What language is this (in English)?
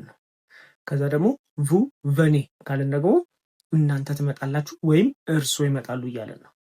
Amharic